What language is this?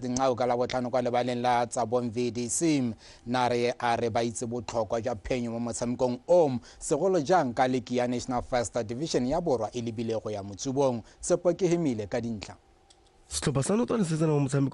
Tswana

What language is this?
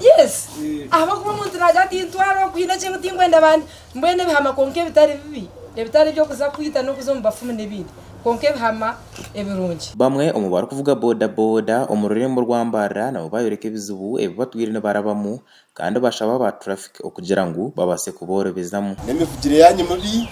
Nyankole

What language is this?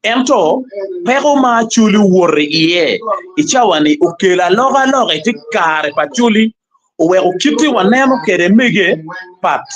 Acoli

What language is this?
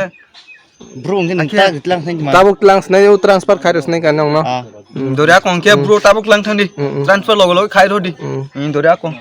Kok Borok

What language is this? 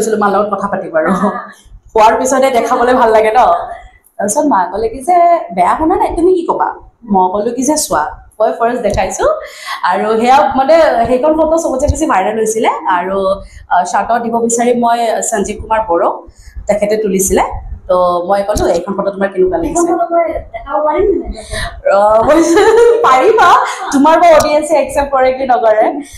Assamese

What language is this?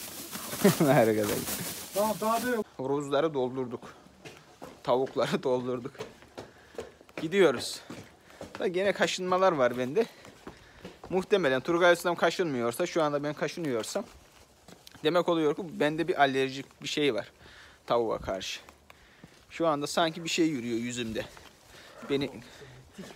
Turkish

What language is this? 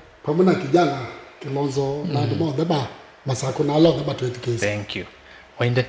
Kamba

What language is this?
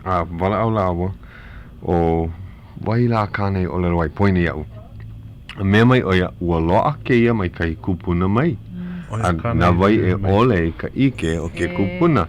Hawaiian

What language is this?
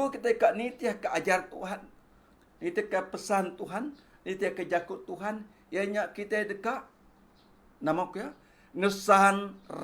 Iban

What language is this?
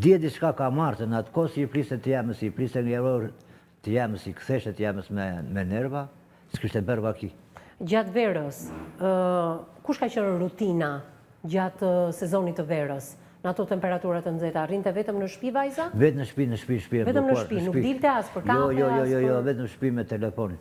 Albanian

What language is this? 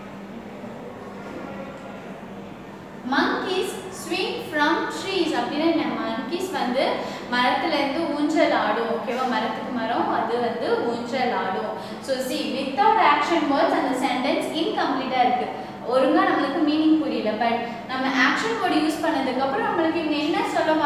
Tamil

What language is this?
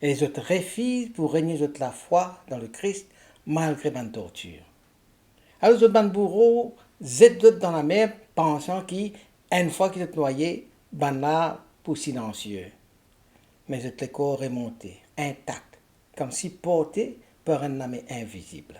Morisyen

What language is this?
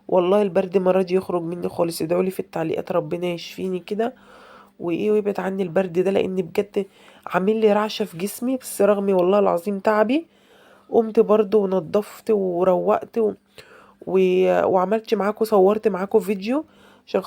Egyptian Arabic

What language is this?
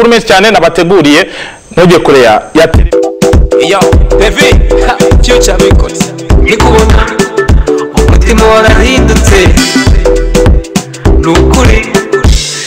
Kinyarwanda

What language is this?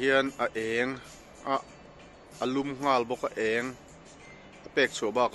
Mizo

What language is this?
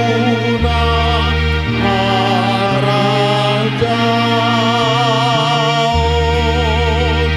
Batak Toba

